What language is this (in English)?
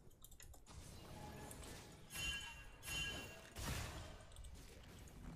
Italian